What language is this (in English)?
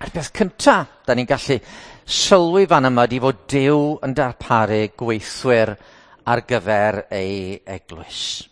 Welsh